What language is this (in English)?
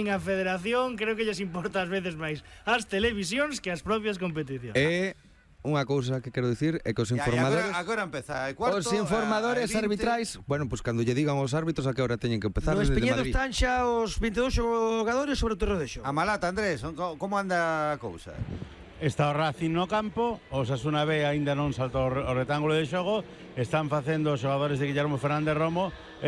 Galician